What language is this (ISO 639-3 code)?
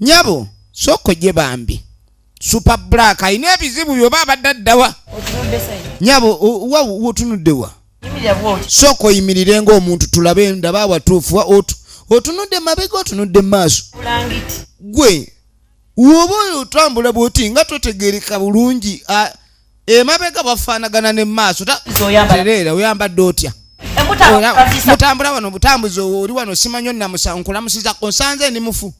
lug